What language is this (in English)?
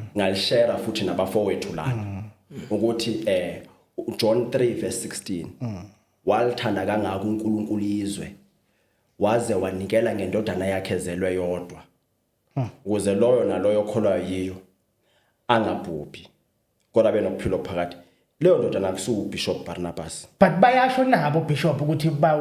Zulu